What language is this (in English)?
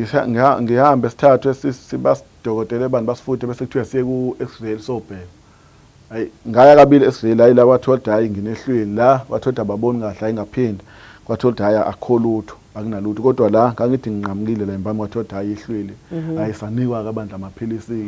Zulu